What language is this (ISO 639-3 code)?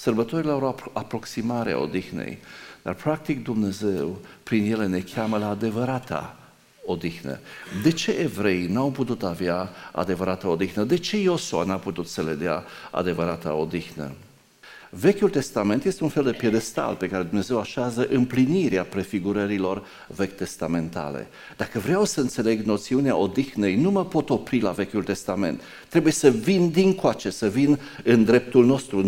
ron